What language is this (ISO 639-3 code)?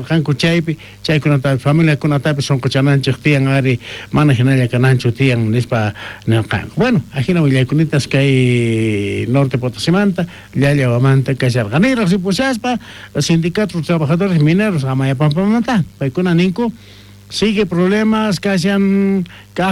quh